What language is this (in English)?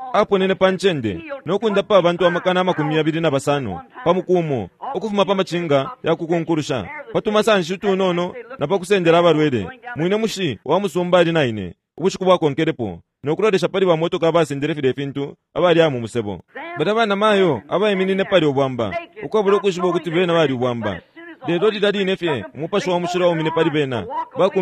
Bemba